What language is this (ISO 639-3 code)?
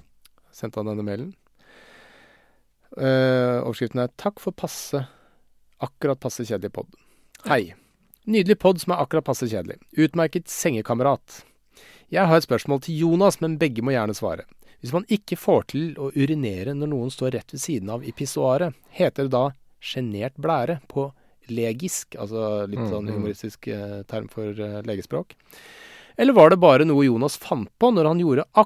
nor